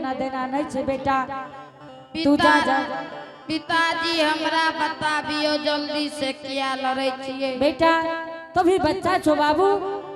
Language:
Angika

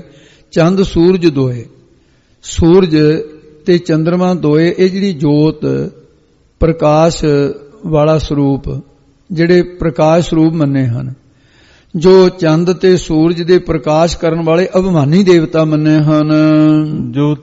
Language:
Punjabi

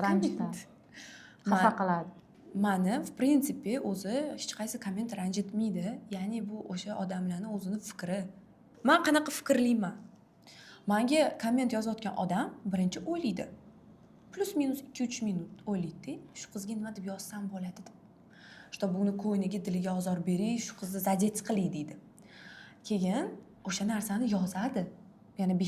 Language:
Uzbek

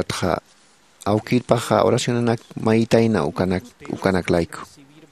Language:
Aymara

